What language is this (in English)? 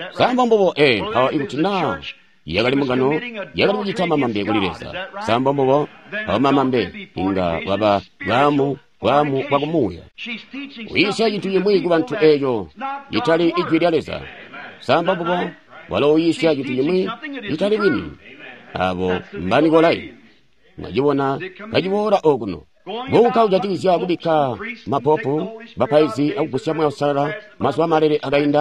Tonga (Zambia)